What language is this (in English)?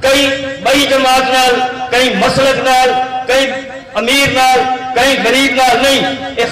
Saraiki